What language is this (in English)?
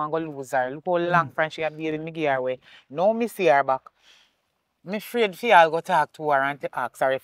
Jamaican Creole English